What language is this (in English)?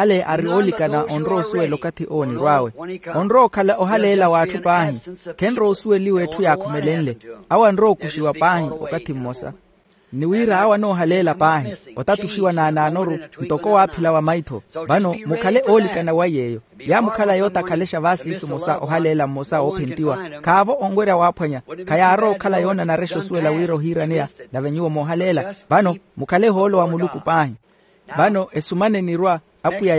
Makhuwa